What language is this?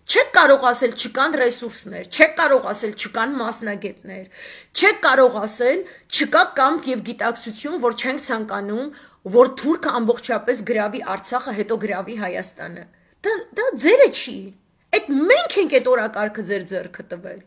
Armenian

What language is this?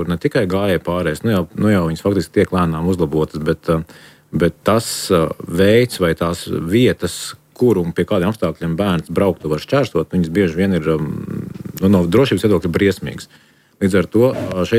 Latvian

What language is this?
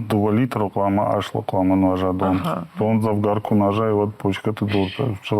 Ossetic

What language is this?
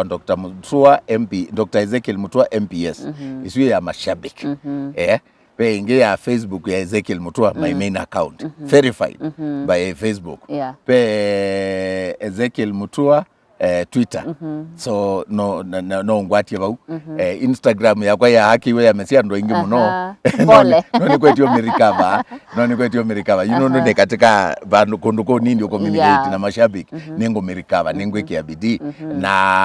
Kamba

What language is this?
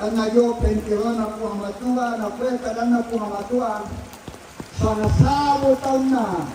Toraja-Sa'dan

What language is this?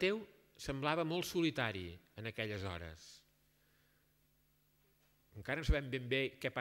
Catalan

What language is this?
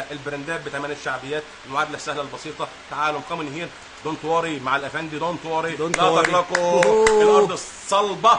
Egyptian Arabic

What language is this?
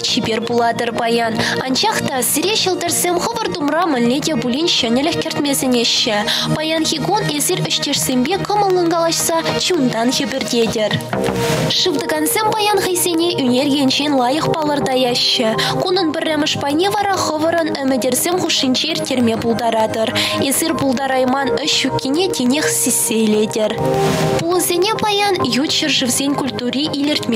Chuvash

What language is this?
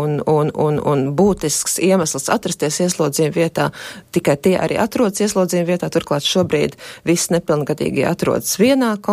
Latvian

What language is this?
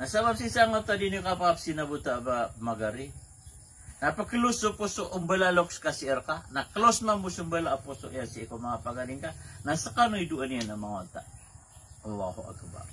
Maranao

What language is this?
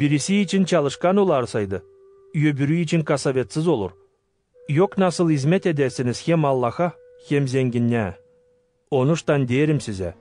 Gagauz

